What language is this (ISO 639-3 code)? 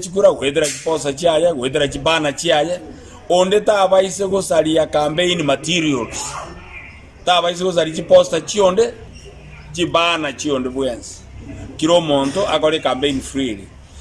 guz